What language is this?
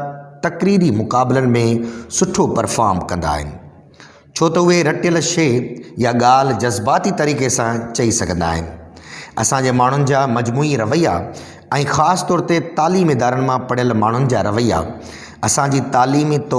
Sindhi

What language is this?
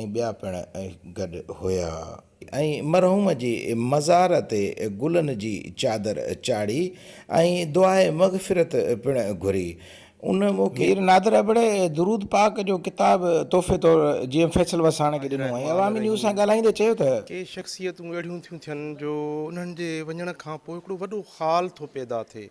Sindhi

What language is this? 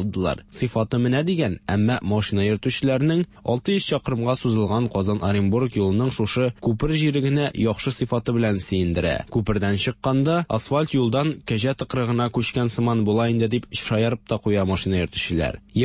Tatar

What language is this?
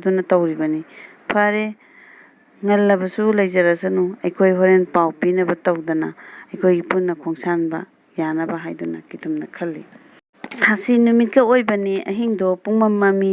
Manipuri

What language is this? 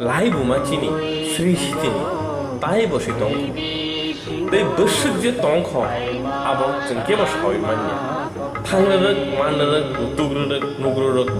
Kok Borok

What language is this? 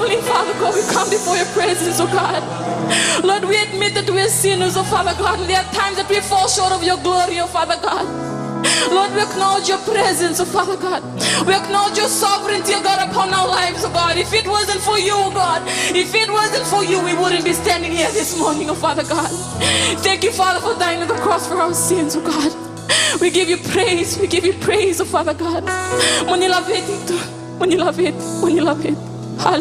Fijian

